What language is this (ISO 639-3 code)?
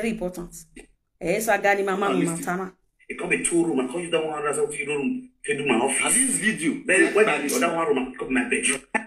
pcm